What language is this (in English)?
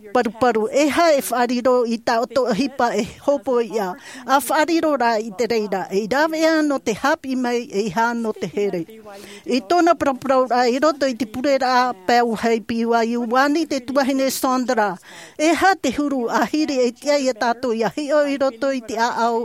Tahitian